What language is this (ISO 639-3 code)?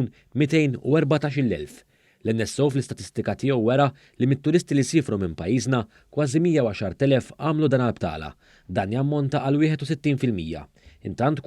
mlt